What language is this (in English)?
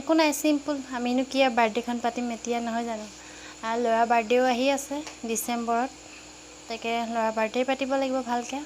Assamese